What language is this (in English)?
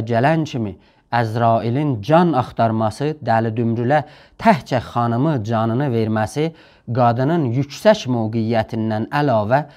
South Azerbaijani